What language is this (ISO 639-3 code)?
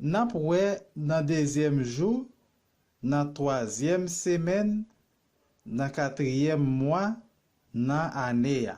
hat